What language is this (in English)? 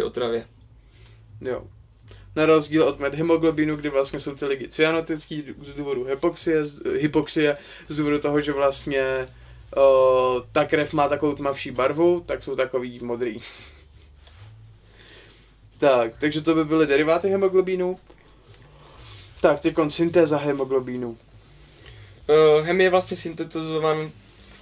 Czech